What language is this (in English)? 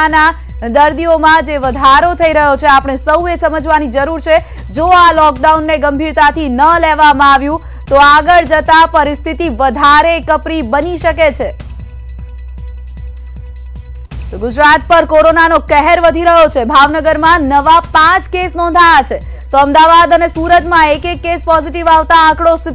Gujarati